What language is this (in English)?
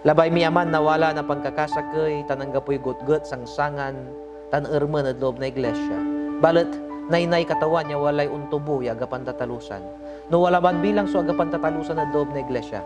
Pangasinan